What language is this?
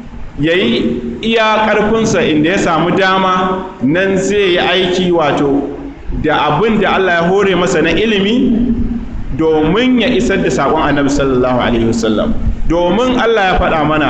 Hausa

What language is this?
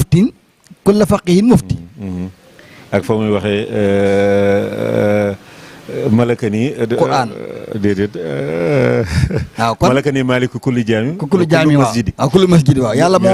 Wolof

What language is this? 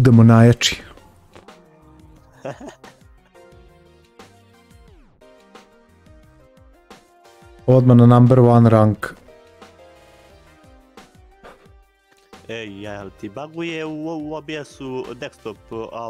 Serbian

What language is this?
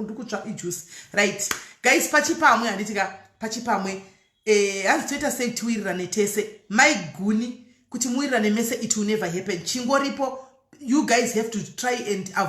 Shona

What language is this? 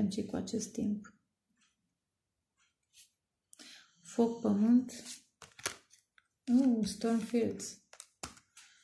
Romanian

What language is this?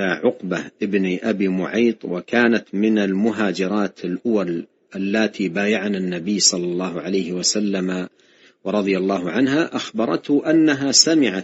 Arabic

